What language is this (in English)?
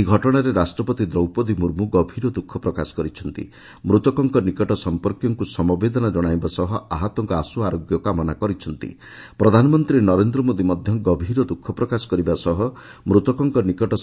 Odia